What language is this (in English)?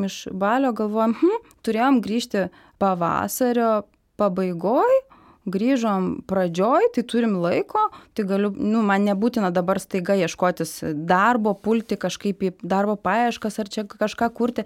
Lithuanian